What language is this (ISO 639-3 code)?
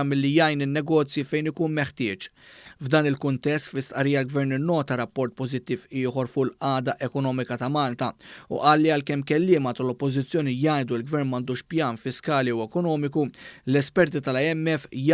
mlt